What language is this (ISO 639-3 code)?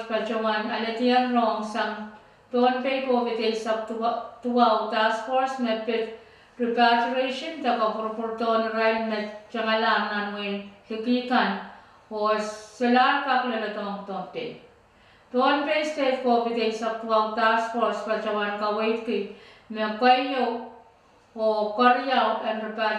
pon